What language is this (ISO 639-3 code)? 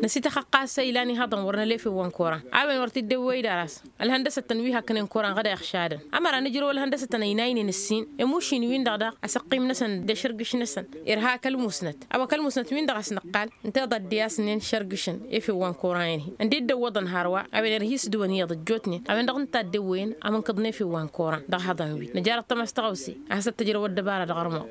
taq